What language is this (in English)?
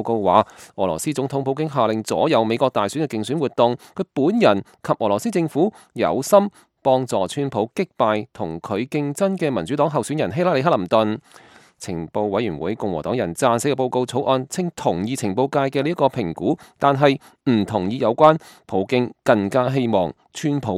Cantonese